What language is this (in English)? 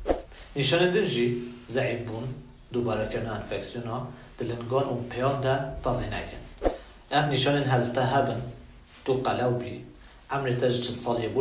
Kurdish